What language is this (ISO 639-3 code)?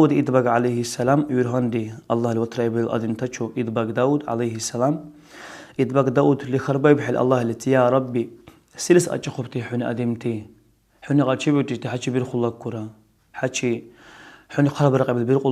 dar